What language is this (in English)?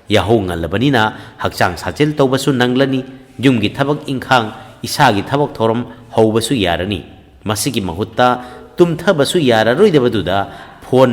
Manipuri